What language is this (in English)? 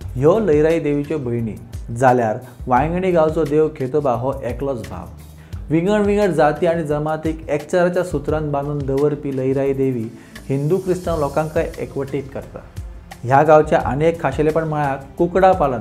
Konkani